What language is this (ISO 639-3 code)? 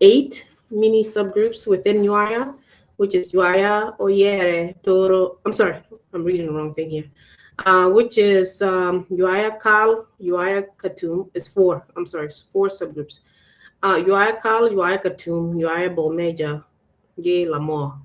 ach